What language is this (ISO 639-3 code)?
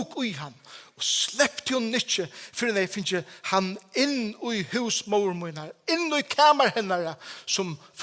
fao